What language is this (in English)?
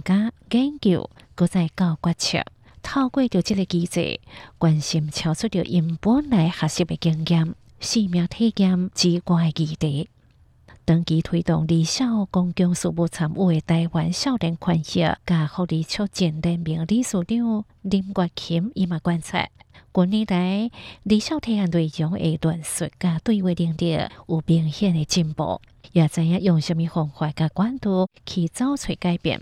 Hakka Chinese